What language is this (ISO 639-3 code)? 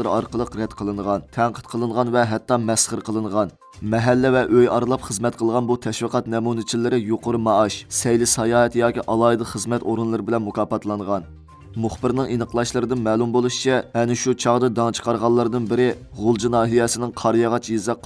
uig